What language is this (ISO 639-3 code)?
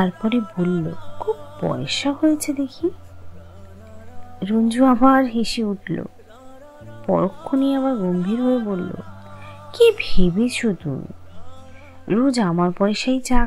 ben